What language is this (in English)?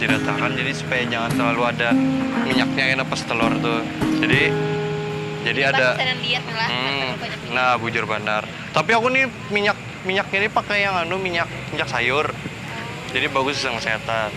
Banjar